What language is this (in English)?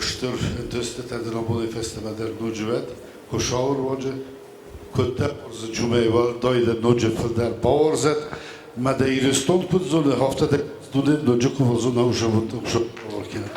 Ossetic